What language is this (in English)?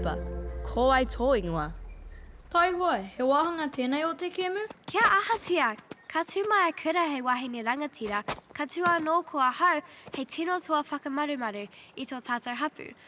Māori